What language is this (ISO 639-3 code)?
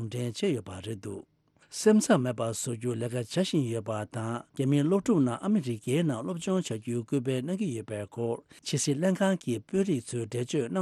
bod